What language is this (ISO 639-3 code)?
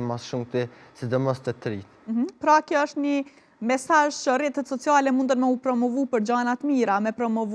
sqi